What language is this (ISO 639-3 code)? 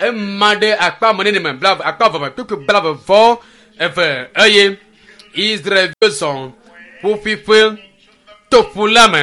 ewe